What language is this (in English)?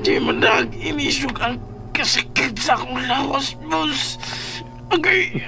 Cebuano